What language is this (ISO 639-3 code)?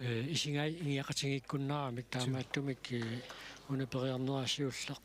kal